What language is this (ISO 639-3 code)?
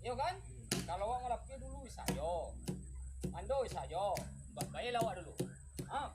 min